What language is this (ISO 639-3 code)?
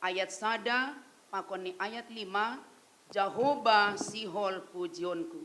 bts